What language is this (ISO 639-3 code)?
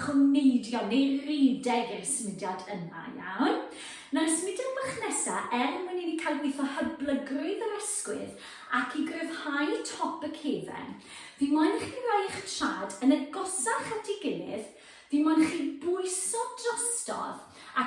cym